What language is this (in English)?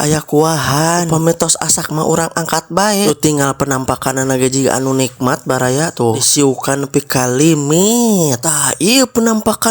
Sundanese